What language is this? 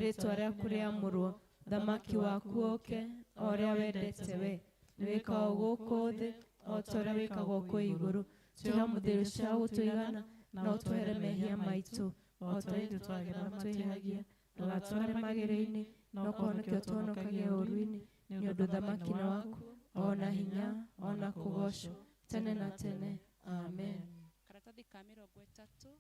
Kikuyu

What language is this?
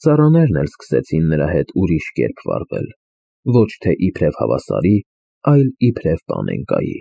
Armenian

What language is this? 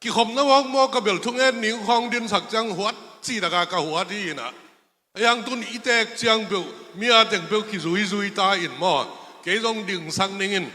Tedim Chin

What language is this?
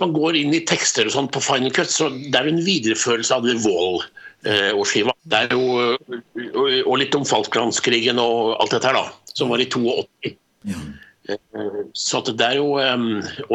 Norwegian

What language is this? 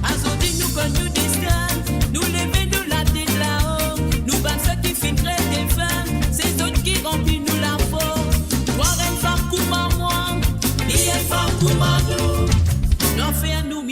Morisyen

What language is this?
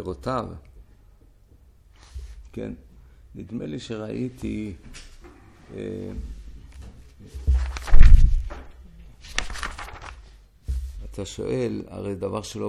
Hebrew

